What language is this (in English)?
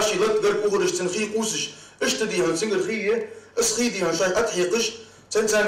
Ingush